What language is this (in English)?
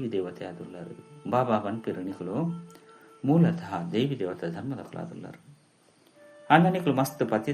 Tulu